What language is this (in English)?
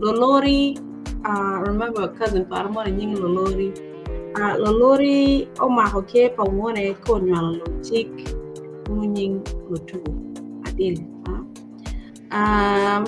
Acoli